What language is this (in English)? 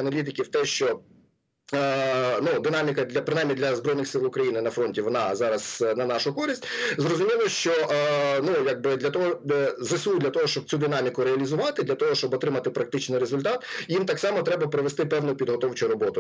Ukrainian